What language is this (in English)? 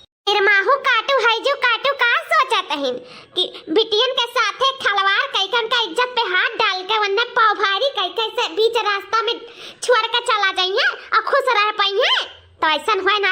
Awadhi